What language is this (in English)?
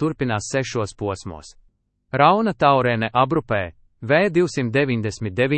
Latvian